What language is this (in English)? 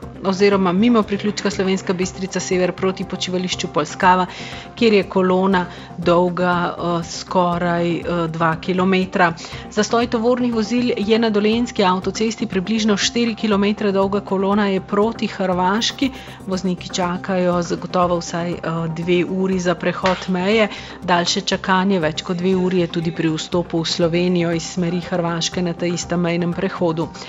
Slovenian